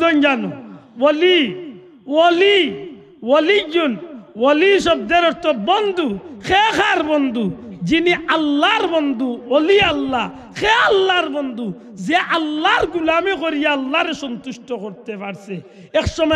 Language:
Sylheti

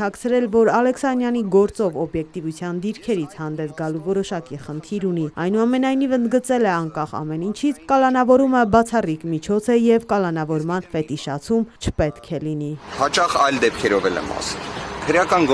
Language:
Armenian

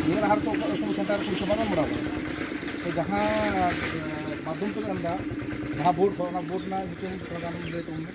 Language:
Santali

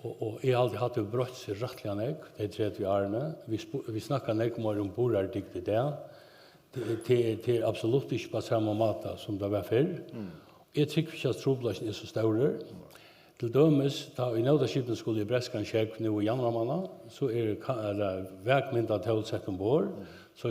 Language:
Faroese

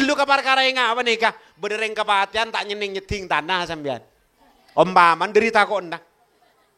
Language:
Madurese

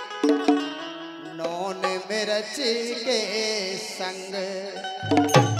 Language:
Bundeli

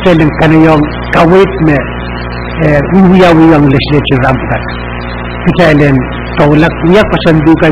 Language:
Pohnpeian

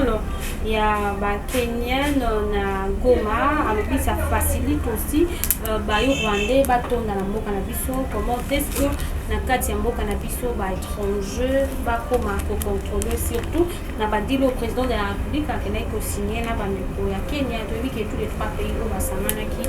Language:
Lingala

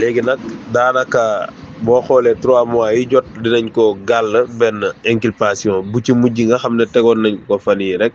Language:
Wolof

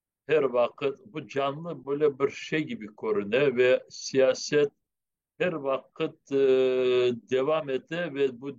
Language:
Crimean Tatar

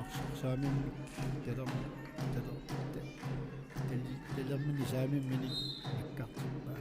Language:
Kalaallisut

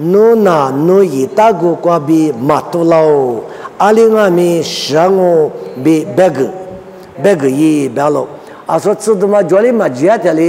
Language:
Lisu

